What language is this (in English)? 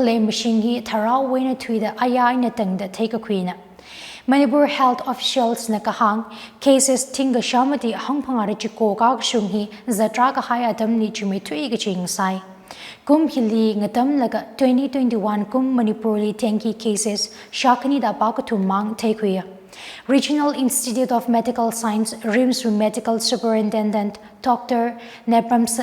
Tangkhul Naga (India)